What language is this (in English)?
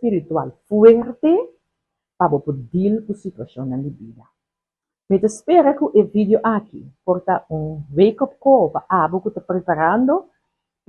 Papiamento